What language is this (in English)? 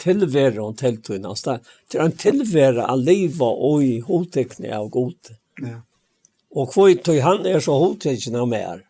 Faroese